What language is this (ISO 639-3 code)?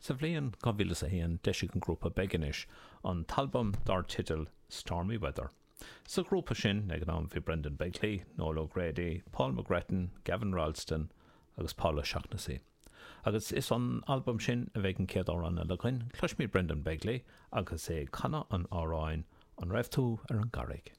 gle